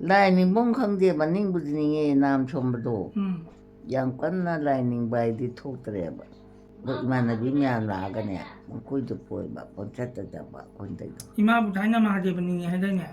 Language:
Manipuri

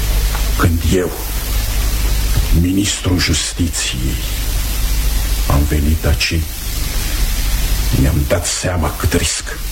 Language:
Romanian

